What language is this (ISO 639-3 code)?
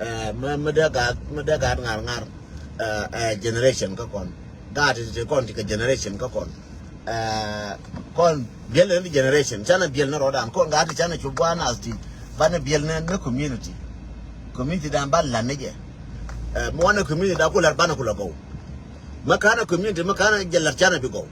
nus